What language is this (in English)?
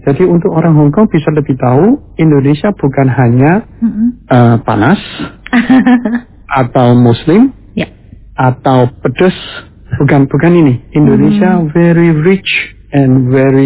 Indonesian